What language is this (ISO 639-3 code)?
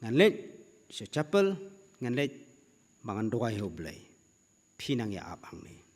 kha